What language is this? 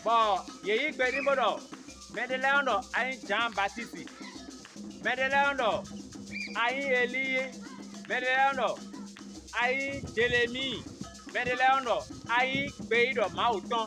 Fon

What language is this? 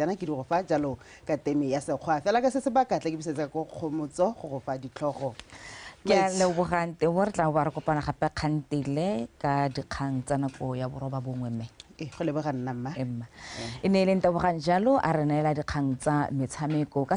Tswana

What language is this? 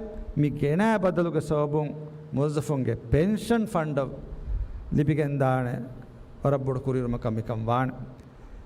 Divehi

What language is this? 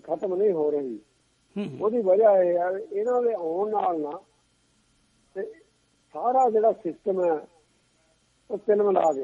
Punjabi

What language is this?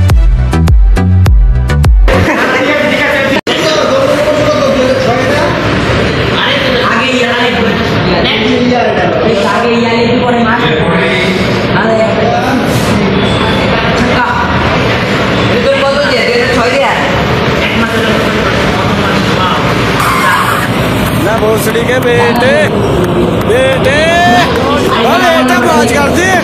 Bangla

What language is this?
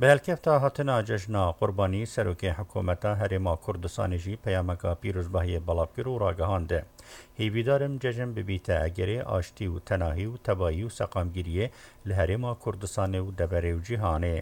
Kurdish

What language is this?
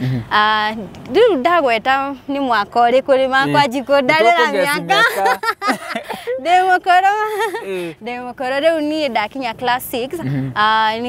Kikuyu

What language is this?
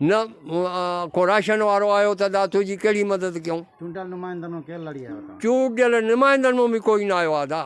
Sindhi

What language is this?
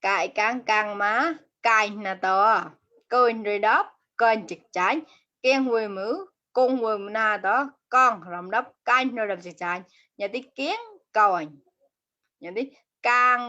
Mon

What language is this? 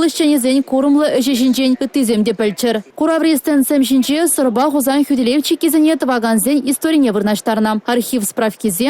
Chuvash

